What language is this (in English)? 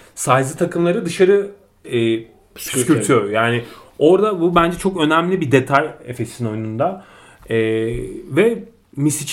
Turkish